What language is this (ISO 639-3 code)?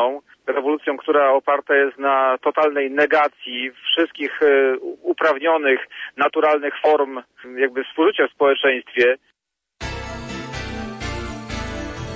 pol